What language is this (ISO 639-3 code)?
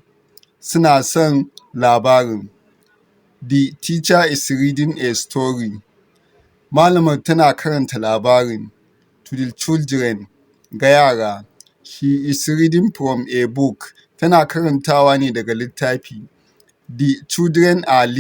hau